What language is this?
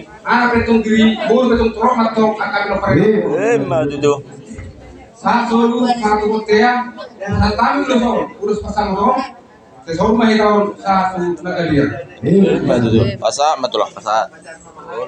Batak Toba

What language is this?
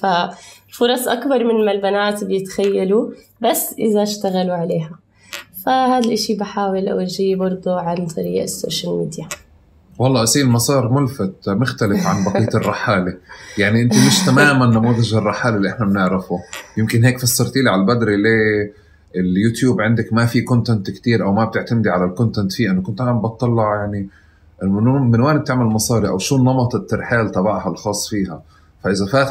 North Levantine Arabic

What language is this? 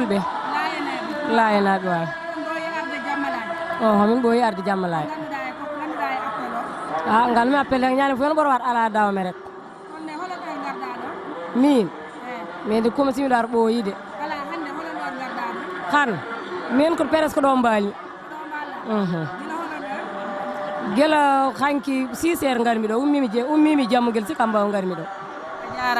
Fula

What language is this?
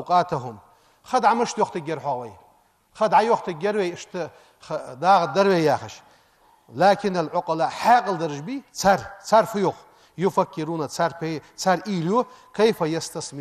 Ingush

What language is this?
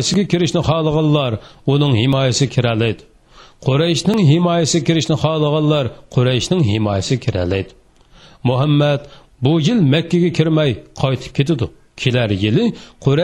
Uyghur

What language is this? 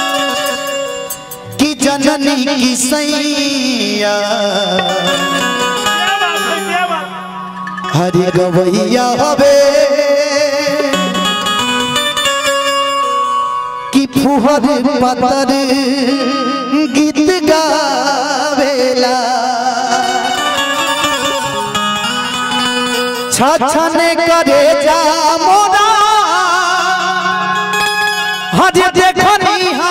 Bhojpuri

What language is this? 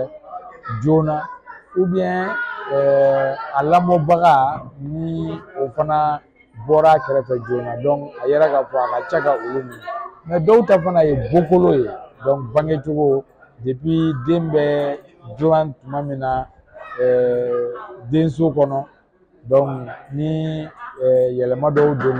Bambara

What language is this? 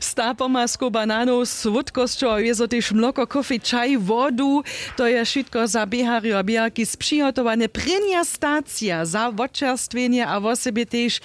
Upper Sorbian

